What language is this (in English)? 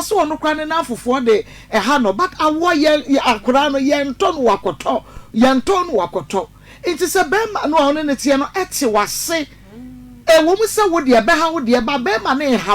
Akan